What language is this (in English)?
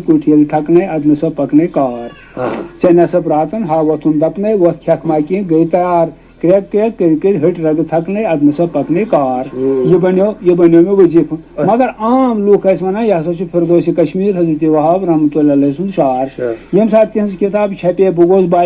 Kashmiri